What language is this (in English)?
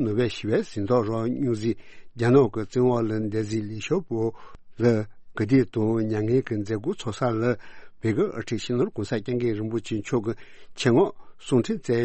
Tibetan